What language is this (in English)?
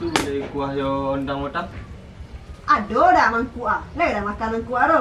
Minangkabau